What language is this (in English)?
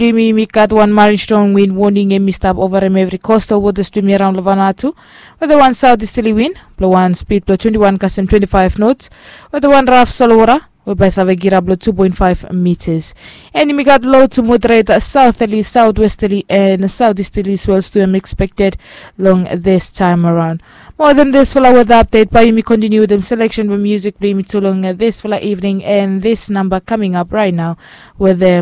Bislama